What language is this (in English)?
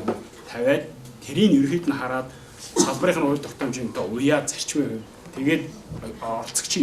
Mongolian